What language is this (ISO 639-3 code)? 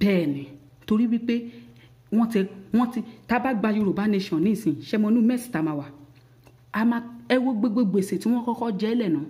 yor